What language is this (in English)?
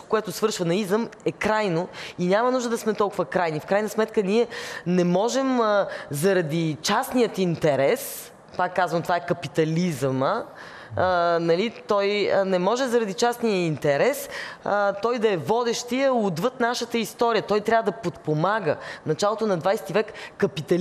Bulgarian